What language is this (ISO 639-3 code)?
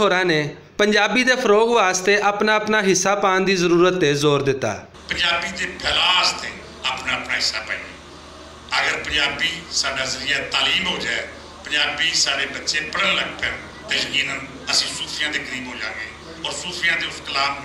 lah